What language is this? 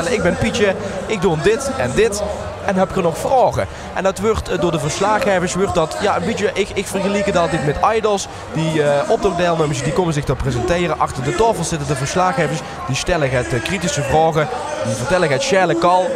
Limburgish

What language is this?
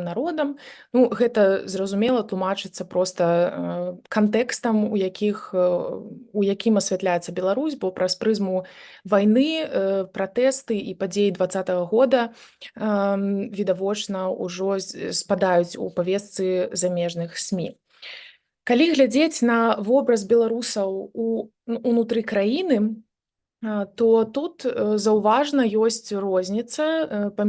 Belarusian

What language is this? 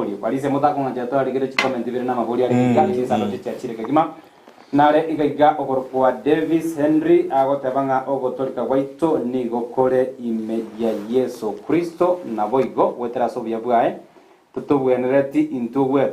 Gusii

